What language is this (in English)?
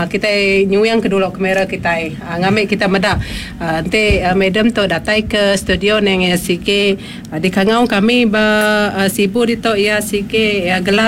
Iban